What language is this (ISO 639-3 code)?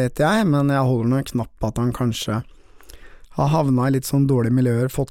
nor